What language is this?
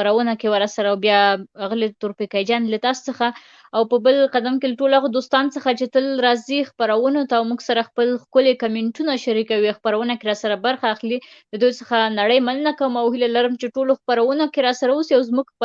Pashto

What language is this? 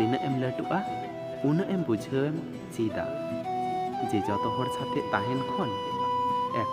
Santali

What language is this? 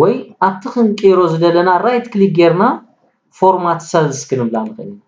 Tigrinya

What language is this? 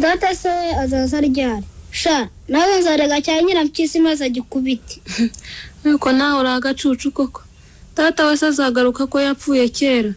Kinyarwanda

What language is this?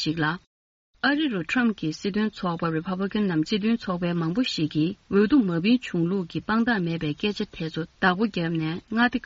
Tibetan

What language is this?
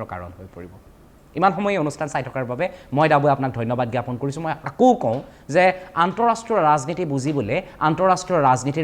Assamese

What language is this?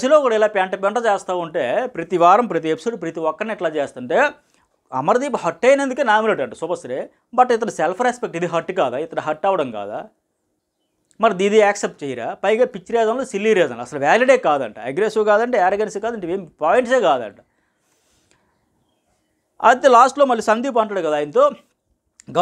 Telugu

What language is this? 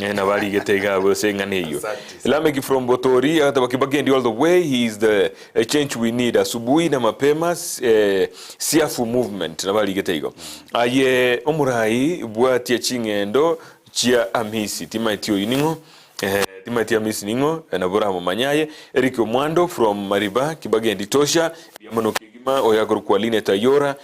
Gusii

